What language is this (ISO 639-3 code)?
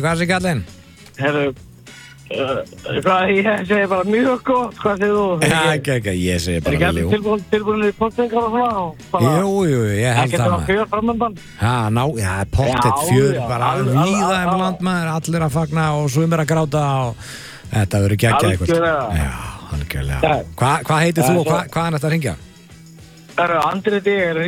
isl